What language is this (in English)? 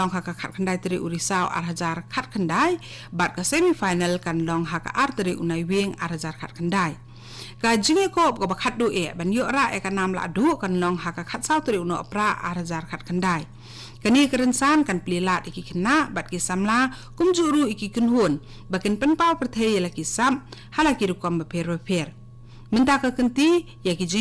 Khasi